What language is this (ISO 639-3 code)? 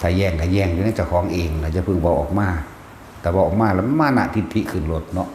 tts